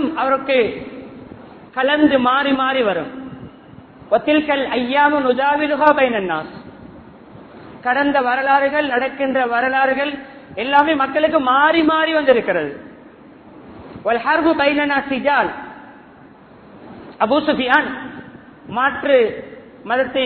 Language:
Tamil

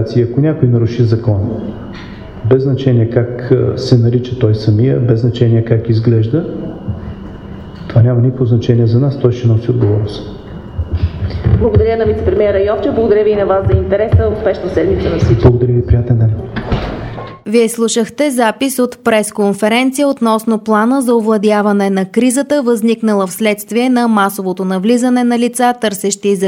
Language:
Bulgarian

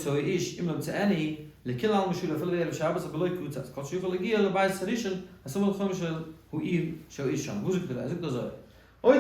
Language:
Yiddish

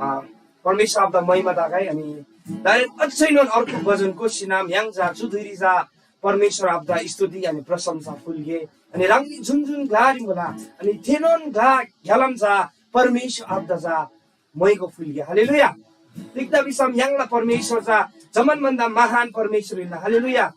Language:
Eastern Tamang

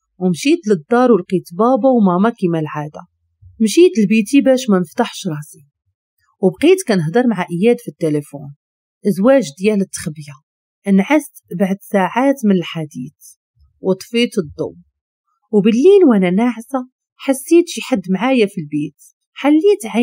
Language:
Moroccan Arabic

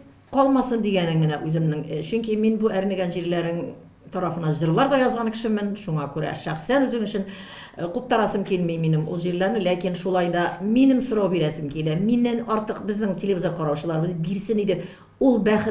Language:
Tatar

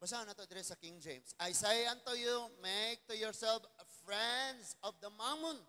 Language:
Cebuano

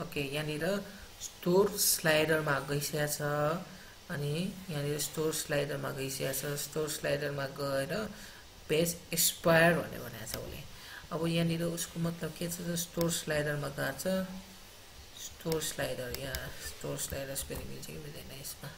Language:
Nepali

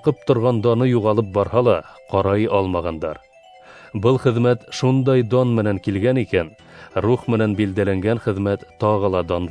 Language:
Bashkir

